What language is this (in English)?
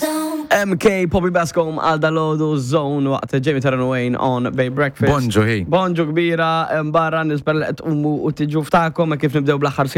Maltese